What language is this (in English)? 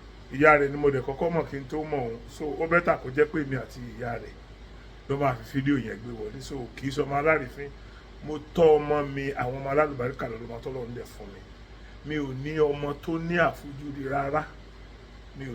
Yoruba